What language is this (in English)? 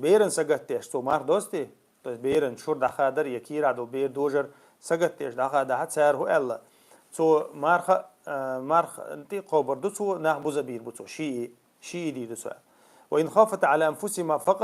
Chechen